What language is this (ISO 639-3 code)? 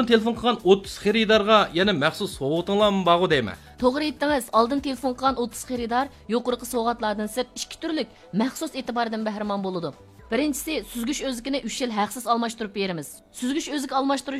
uig